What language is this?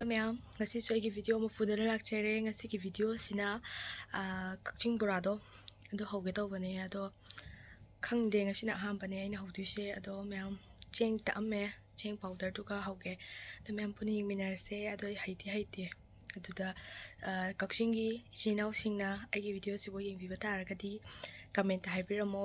Manipuri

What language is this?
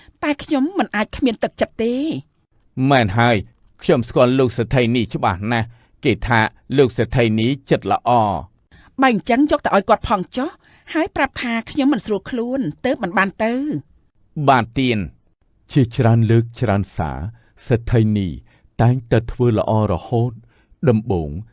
Khmer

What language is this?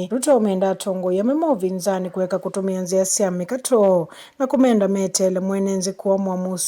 Kamba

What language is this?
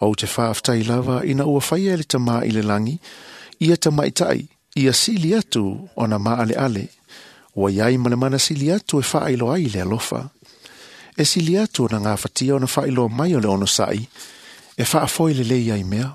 Samoan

